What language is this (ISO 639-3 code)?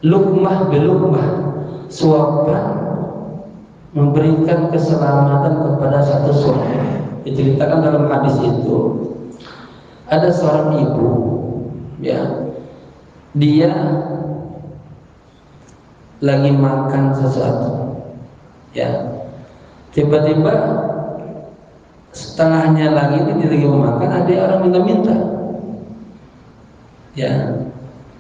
ind